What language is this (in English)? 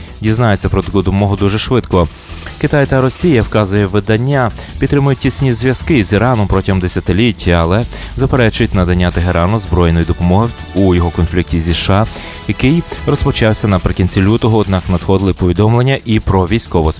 Ukrainian